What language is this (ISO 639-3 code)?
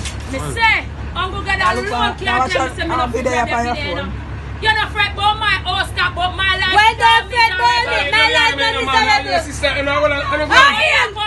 jam